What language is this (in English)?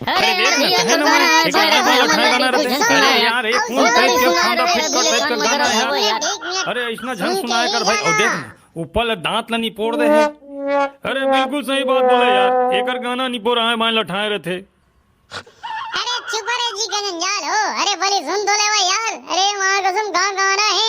Chhattisgarhi